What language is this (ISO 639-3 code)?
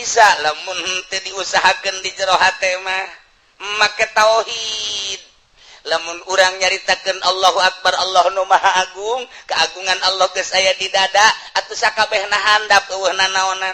sun